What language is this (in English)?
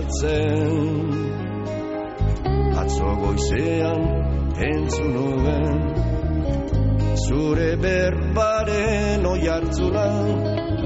Basque